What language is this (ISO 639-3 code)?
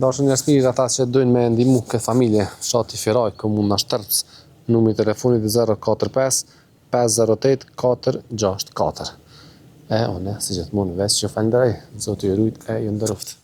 sqi